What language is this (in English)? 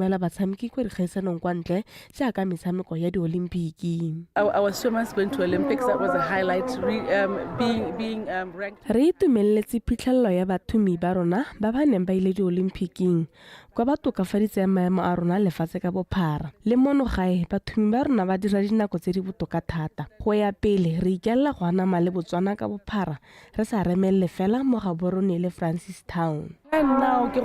Tswana